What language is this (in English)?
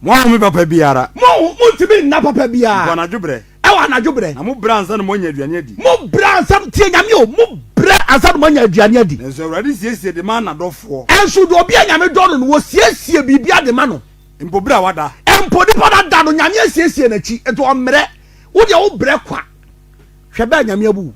Akan